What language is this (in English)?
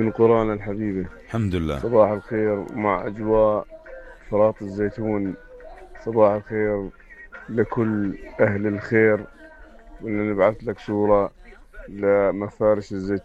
North Levantine Arabic